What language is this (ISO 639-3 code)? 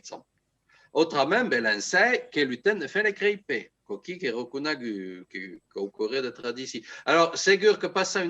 oci